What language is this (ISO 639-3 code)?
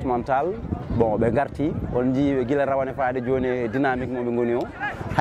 ful